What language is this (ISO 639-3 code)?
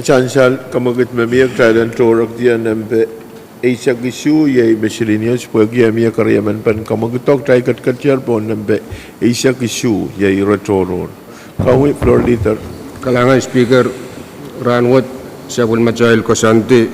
pon